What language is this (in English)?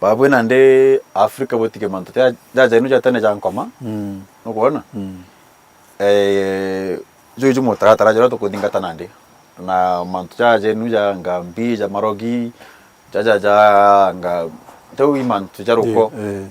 Meru